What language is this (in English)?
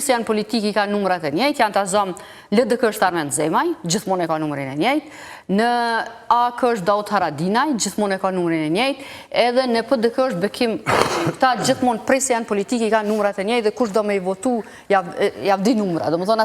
Albanian